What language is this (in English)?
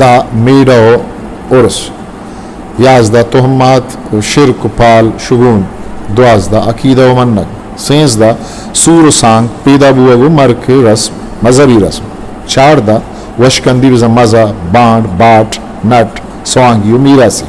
Eastern Balochi